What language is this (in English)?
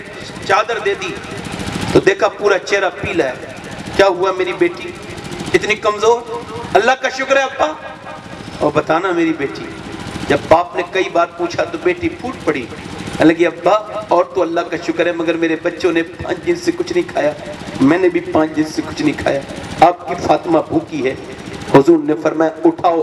Urdu